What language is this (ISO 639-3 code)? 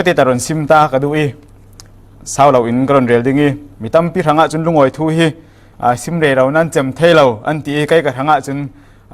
cfm